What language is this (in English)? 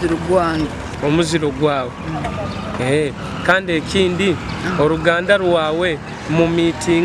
Nyoro